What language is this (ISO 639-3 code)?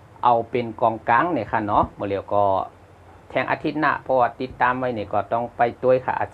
shn